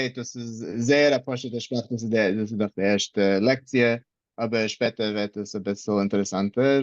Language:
Yiddish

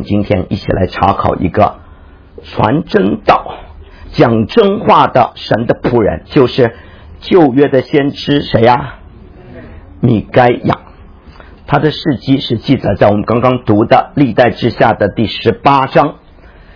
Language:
Chinese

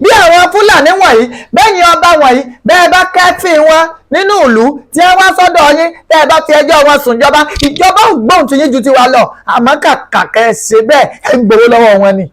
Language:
Yoruba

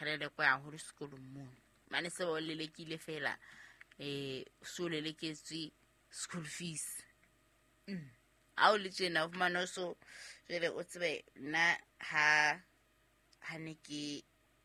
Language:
Southern Sotho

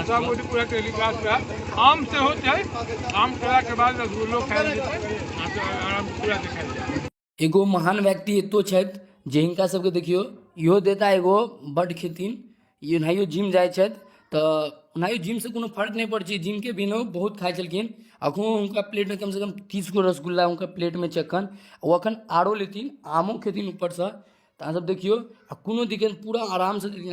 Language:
Maithili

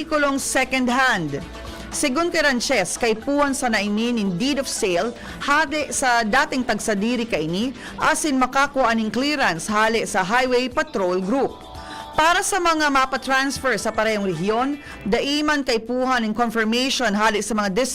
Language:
Bikol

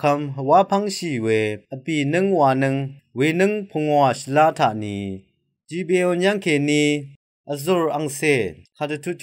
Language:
Rawang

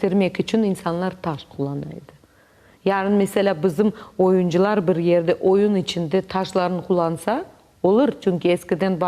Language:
Crimean Tatar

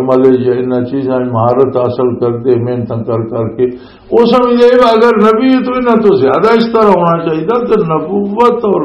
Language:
Western Panjabi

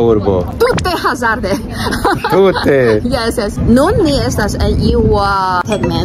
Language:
Esperanto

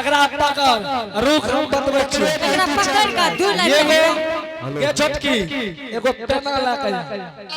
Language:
Angika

